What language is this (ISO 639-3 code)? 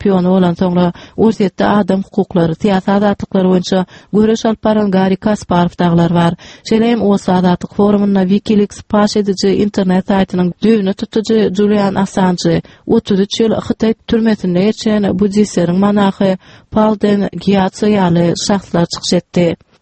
tuk